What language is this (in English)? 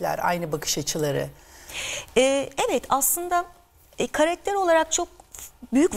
Turkish